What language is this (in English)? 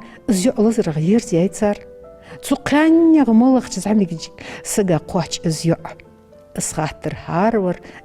Ingush